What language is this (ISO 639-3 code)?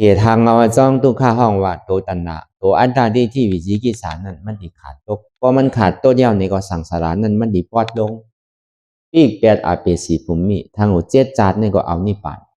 shn